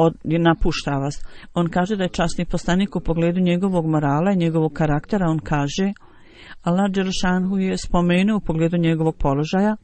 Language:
Bosnian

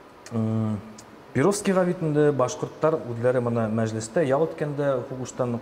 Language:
Bashkir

